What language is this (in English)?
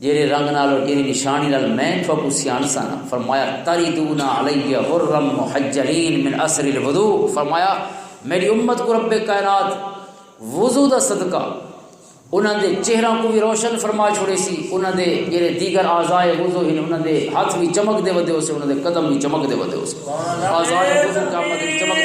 Western Panjabi